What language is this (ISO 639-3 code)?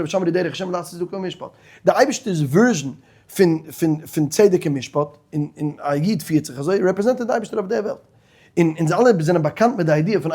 yid